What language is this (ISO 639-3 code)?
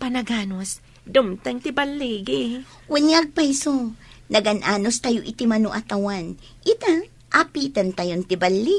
ilo